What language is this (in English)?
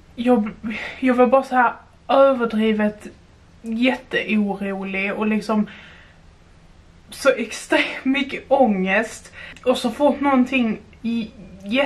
Swedish